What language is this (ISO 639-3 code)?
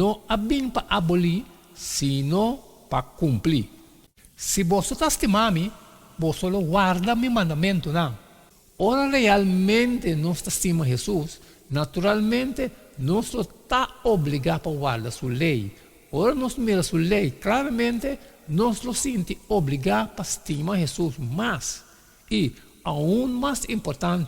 pap